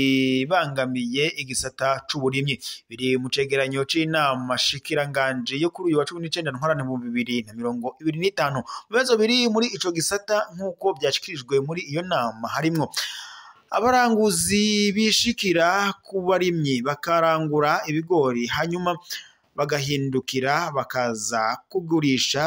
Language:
Rundi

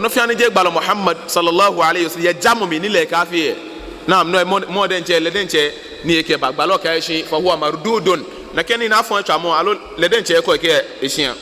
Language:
Ga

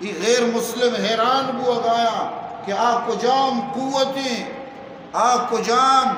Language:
Baluchi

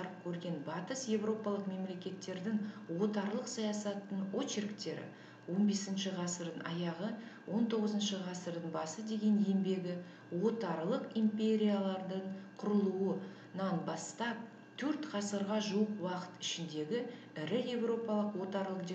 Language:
Kazakh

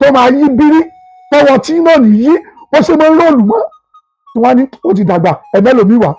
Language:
Yoruba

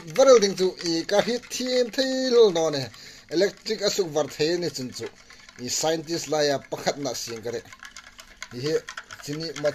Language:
Hmar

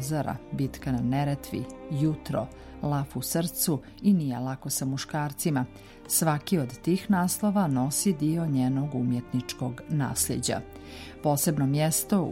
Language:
Serbian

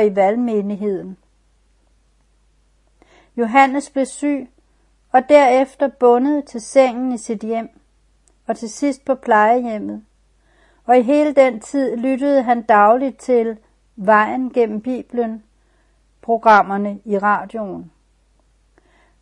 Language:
Danish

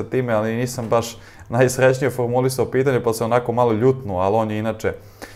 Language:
Serbian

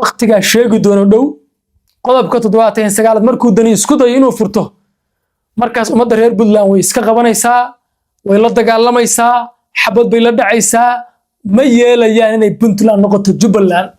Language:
Somali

